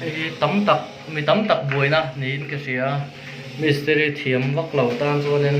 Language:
Mizo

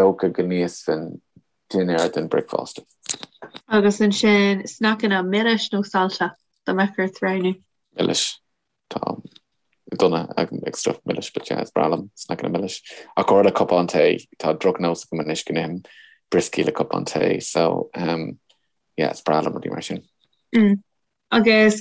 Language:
Irish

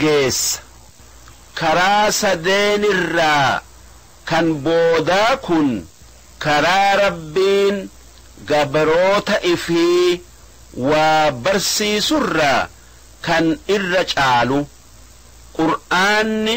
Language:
Oromo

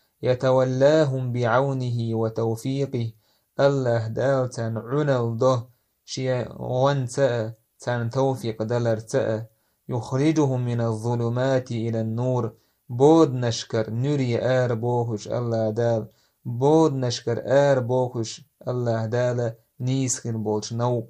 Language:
Chechen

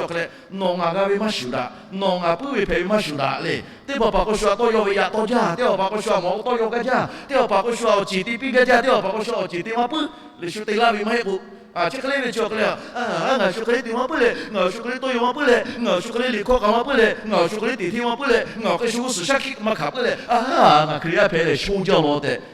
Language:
Lahu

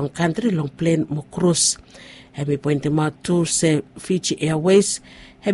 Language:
Bislama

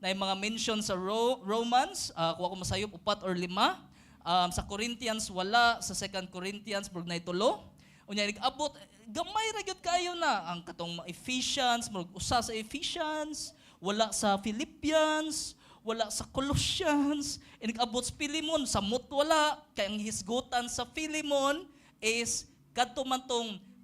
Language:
Cebuano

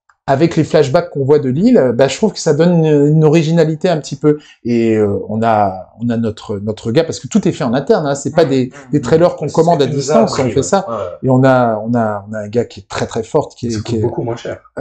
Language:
French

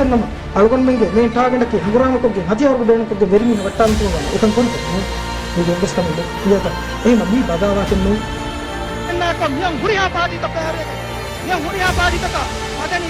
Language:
Divehi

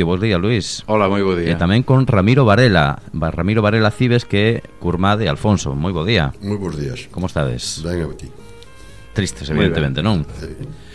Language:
Galician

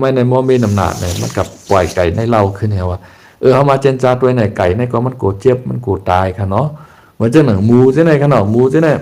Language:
Shan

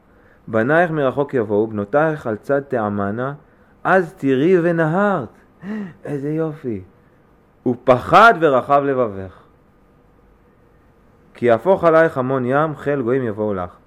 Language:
Hebrew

